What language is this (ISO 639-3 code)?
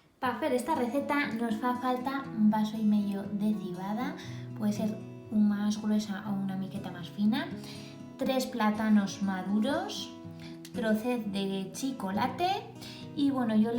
arg